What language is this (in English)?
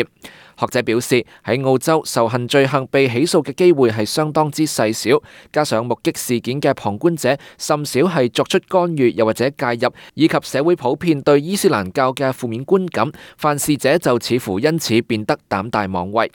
Cantonese